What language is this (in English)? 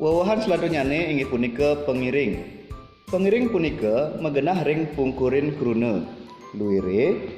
Balinese